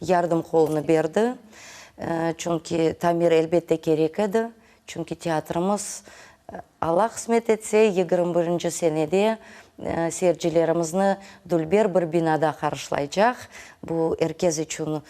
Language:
Crimean Tatar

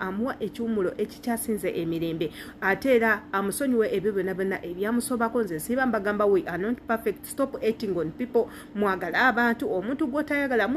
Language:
Ganda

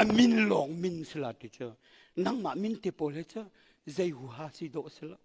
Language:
Hakha Chin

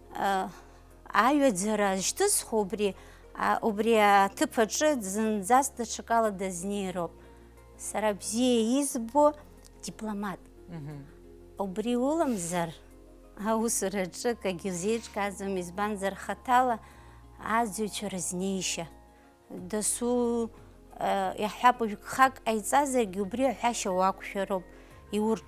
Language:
Abkhazian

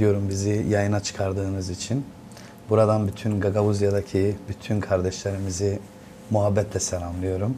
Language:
Gagauz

